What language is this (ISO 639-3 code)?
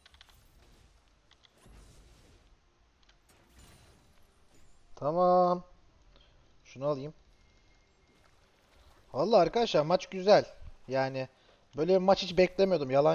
tur